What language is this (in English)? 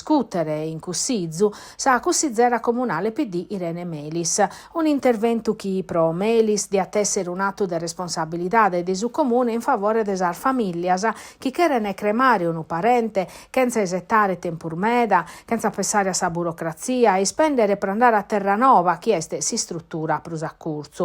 Sardinian